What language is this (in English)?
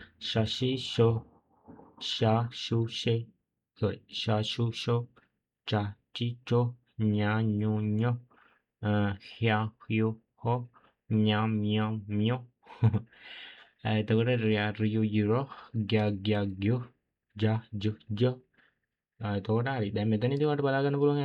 Sinhala